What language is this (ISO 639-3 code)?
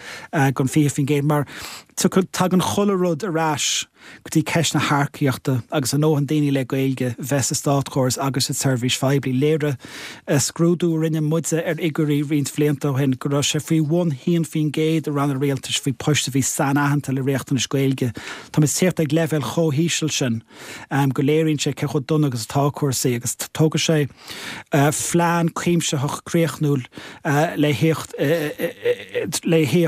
gle